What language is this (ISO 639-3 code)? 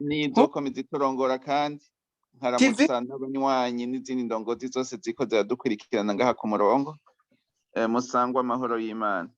run